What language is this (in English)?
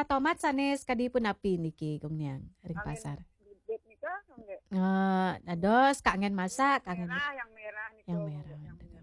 Balinese